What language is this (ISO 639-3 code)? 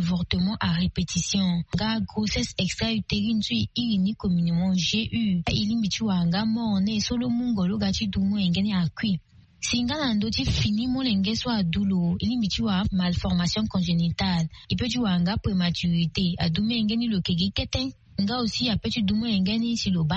sag